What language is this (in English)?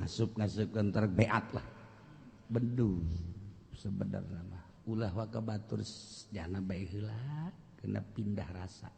Sundanese